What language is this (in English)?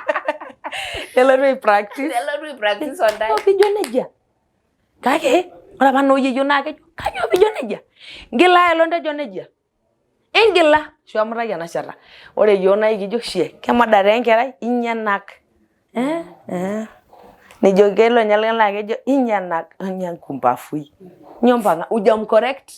Masai